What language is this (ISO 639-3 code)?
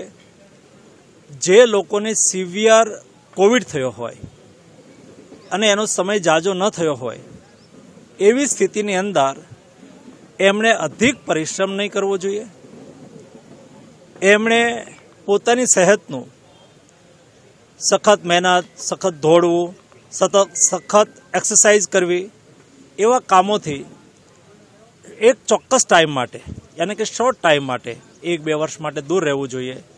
guj